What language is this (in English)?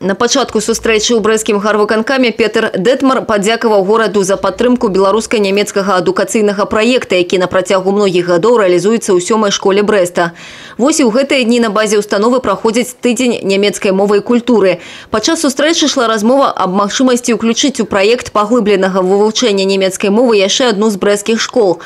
Belarusian